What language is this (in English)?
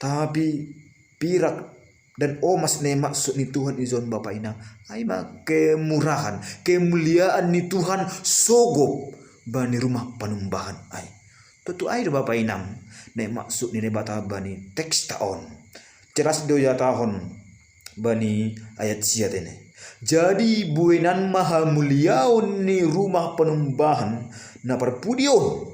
Batak Simalungun